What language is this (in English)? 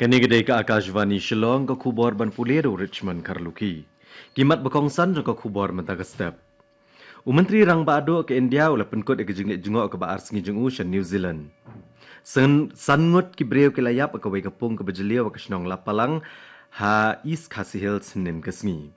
Khasi